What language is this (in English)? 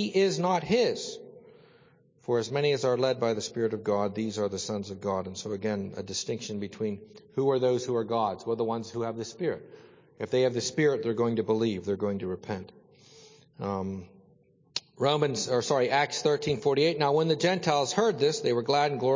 English